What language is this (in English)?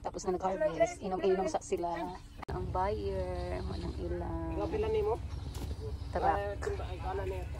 Cebuano